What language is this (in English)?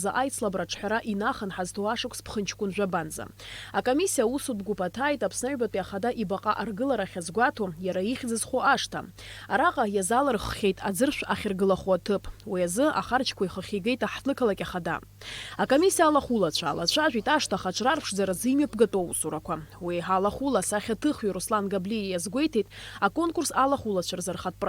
Abkhazian